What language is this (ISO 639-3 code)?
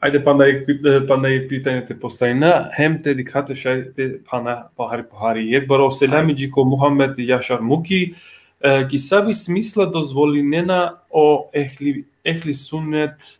rmn